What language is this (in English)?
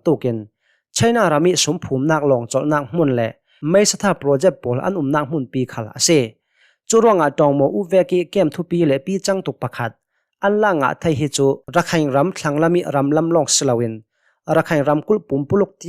Hakha Chin